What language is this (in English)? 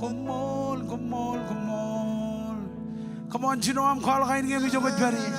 Marshallese